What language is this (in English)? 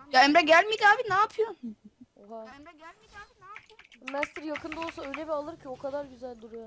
Turkish